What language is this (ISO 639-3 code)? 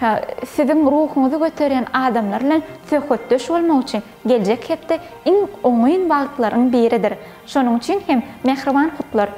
tuk